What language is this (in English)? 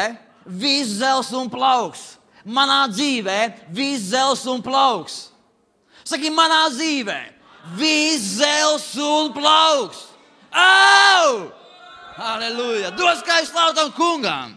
Latvian